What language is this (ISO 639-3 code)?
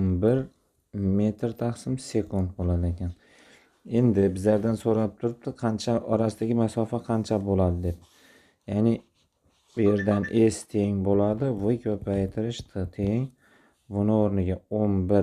uzb